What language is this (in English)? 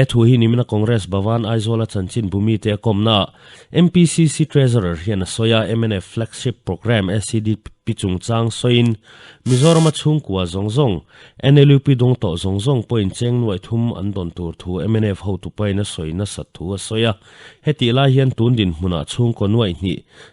Mizo